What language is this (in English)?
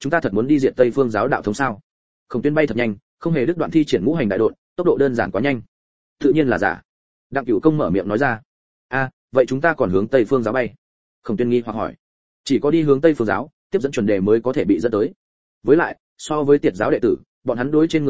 Vietnamese